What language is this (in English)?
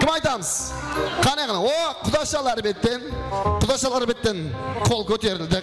Kara-Kalpak